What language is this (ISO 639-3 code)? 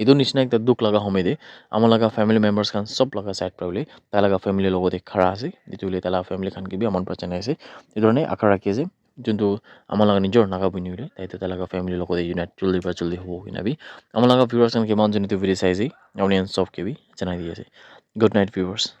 nag